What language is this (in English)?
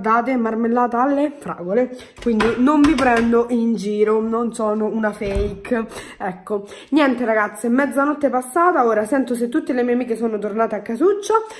Italian